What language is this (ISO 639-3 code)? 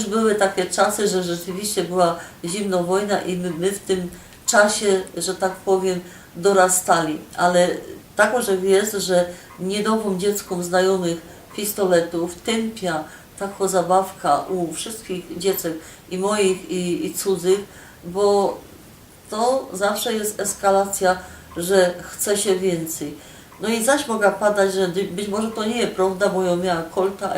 szl